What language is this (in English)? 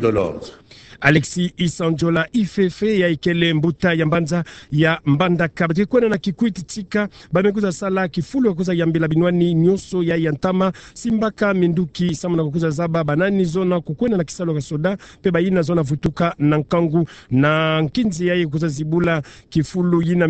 Kituba (Democratic Republic of Congo)